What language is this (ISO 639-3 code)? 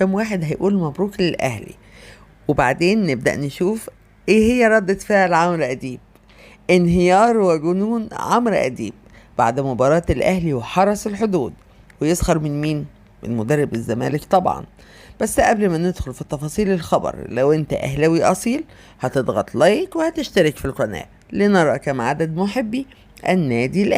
arz